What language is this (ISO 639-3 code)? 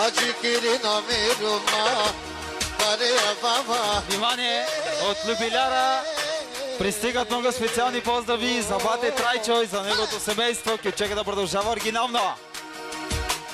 bul